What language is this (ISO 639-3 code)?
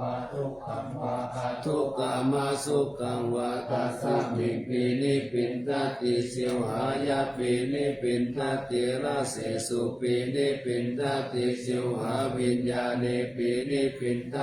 pli